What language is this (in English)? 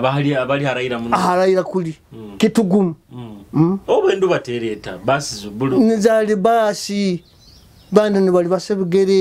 Nyoro